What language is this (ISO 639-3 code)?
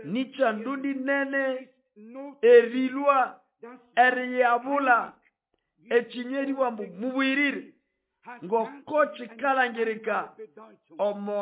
nnb